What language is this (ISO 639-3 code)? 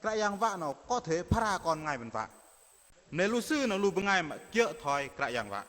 bdq